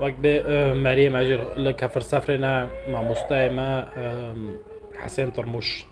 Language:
North Levantine Arabic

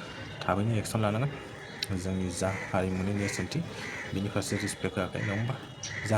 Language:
Bodo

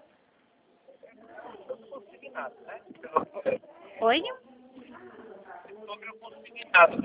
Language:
Portuguese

